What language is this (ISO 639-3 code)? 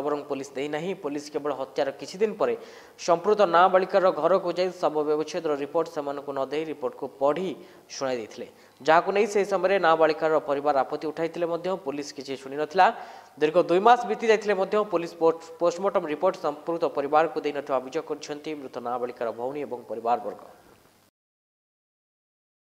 ori